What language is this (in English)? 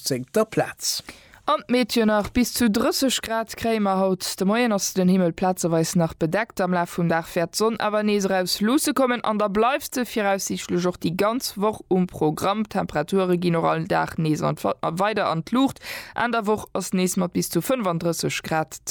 Luxembourgish